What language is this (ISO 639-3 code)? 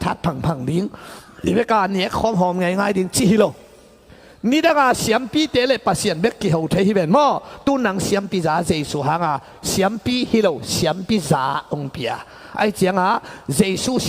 ctd